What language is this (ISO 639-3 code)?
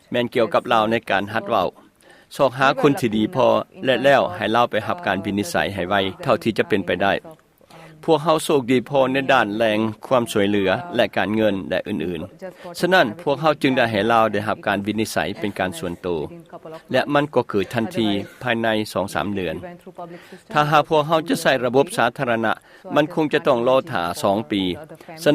lao